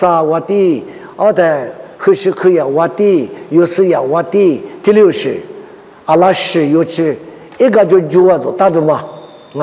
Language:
Lisu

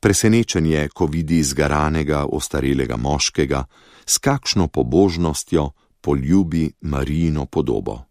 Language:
Slovenian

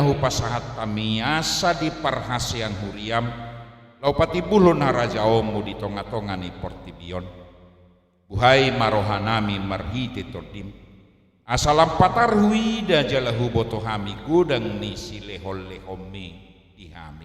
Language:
Batak Toba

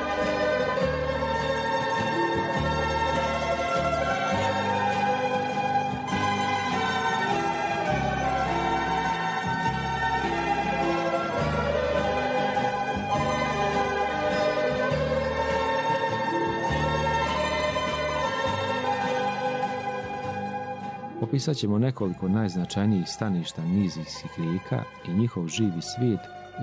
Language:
Croatian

